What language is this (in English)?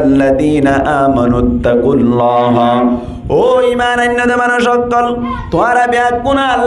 Rohingya